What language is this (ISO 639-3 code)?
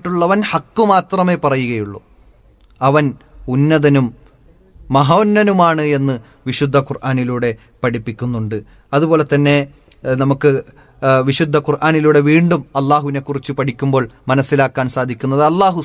mal